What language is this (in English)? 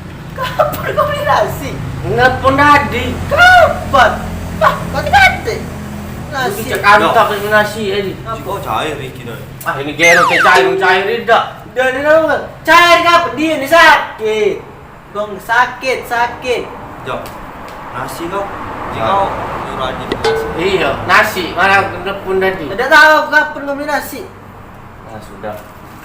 Musi